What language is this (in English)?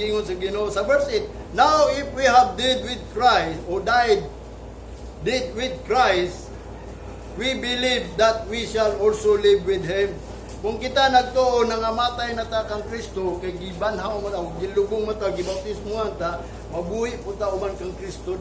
Cebuano